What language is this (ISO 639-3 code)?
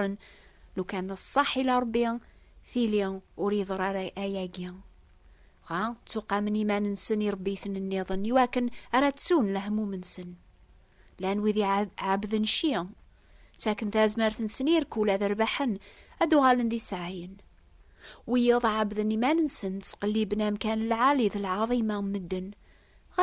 kab